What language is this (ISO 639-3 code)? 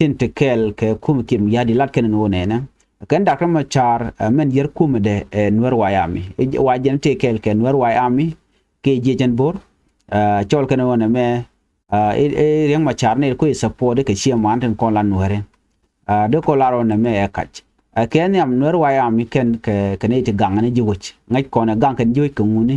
nus